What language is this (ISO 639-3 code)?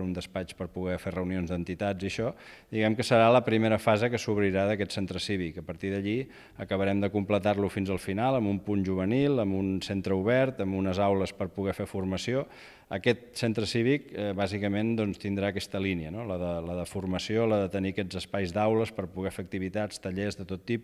cat